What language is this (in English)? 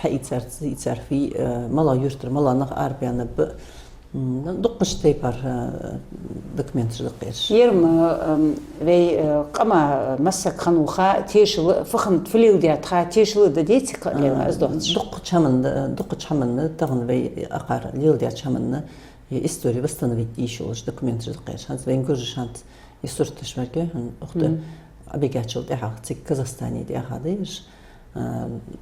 Ingush